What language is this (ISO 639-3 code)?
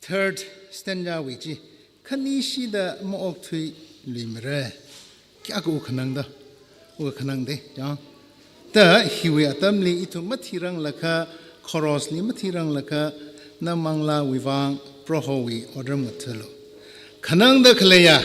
nmf